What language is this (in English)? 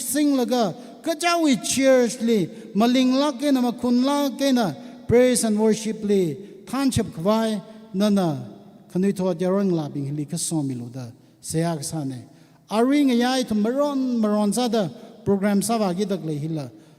Tangkhul Naga (India)